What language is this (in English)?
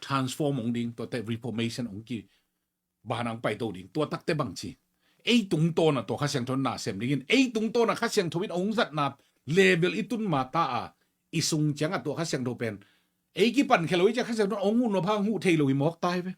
Tedim Chin